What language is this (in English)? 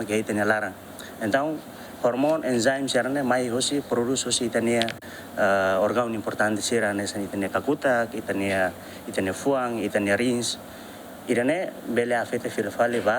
Tetum